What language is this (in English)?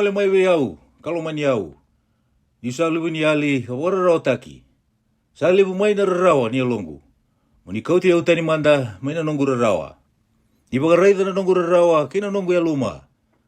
Fijian